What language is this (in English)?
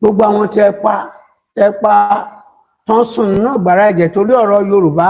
Yoruba